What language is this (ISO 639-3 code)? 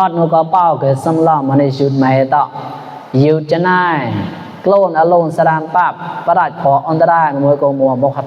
mnw